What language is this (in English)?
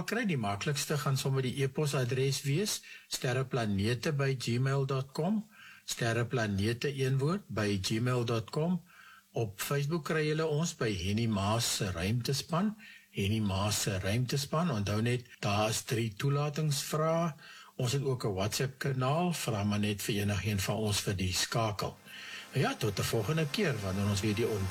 Afrikaans